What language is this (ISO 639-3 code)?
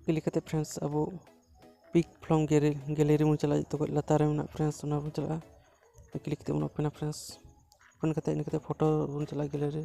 sat